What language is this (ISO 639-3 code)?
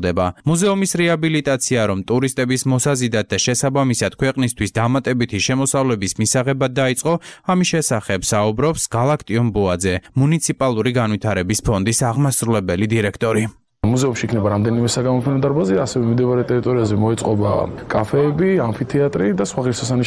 kat